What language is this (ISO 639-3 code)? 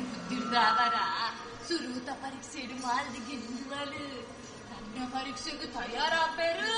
tcy